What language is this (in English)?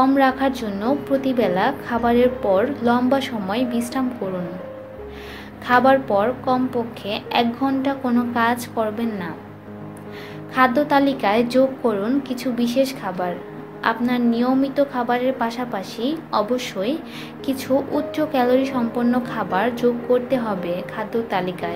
Bangla